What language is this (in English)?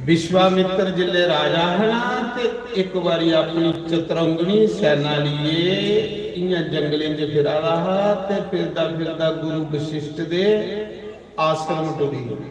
Dogri